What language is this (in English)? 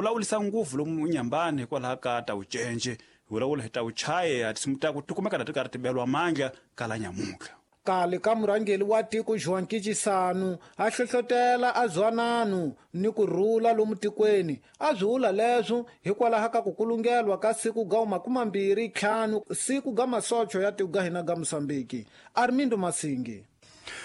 Tsonga